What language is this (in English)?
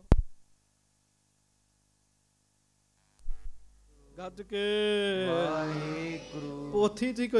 Punjabi